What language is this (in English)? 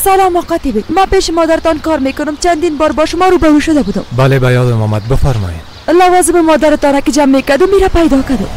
Persian